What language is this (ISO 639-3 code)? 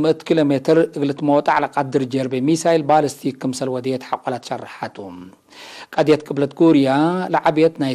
tig